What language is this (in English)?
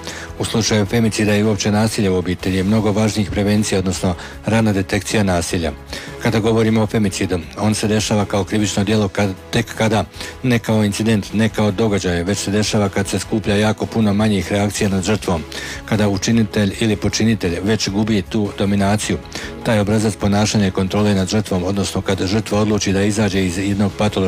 Bosnian